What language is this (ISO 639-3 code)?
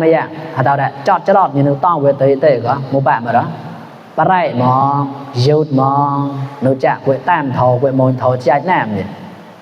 mnw